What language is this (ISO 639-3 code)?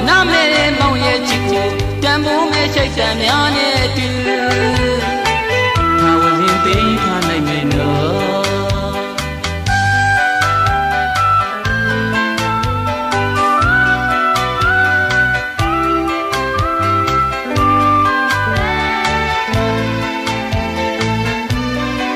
mya